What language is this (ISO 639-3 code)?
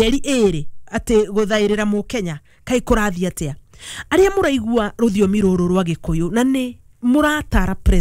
kik